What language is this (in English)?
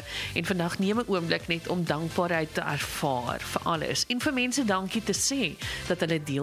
Afrikaans